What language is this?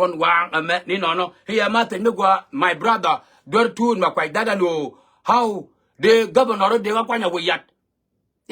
Nuer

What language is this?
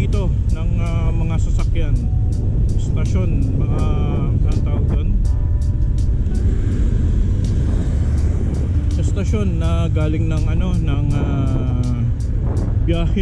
Filipino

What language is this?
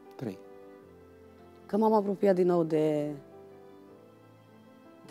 Romanian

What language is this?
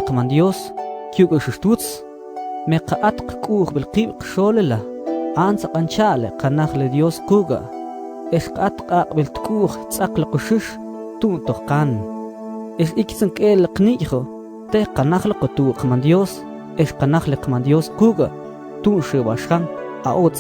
Mam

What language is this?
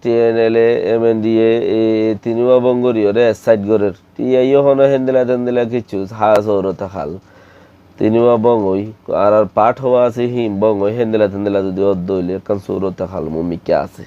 Rohingya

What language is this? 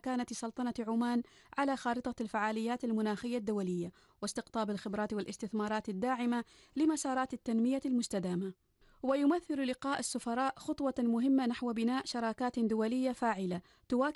Arabic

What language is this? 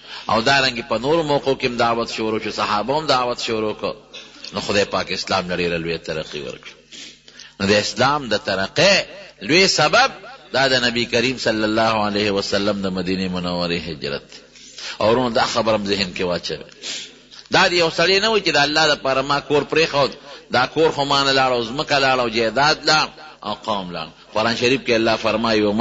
Pashto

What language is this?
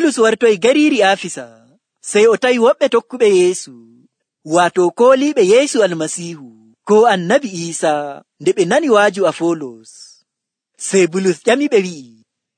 Nigerian Fulfulde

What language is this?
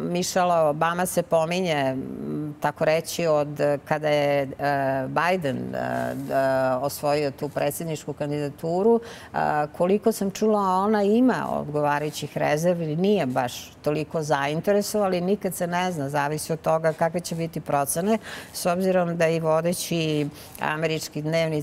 Serbian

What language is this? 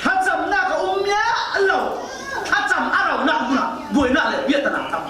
Falam Chin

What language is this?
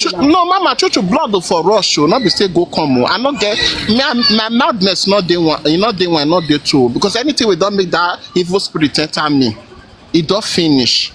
Nigerian Pidgin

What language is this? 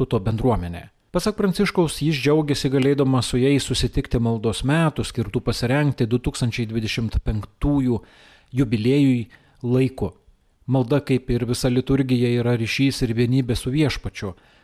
Lithuanian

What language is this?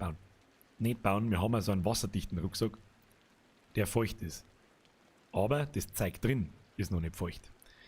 Bavarian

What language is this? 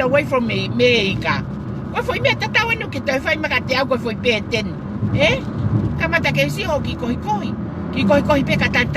Tongan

